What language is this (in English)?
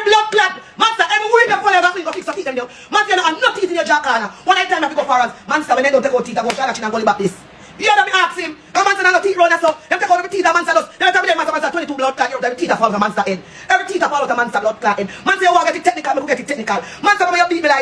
Jamaican Creole English